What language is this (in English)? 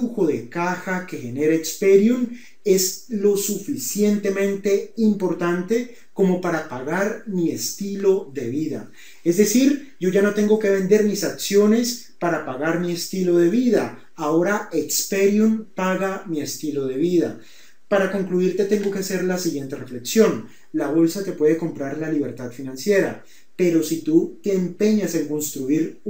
Spanish